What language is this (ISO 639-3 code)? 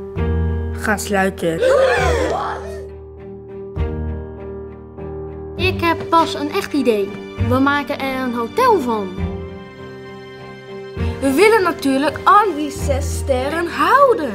nld